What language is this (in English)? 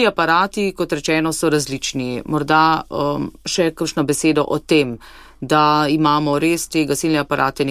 Slovenian